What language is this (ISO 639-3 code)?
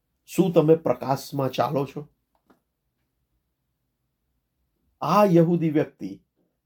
guj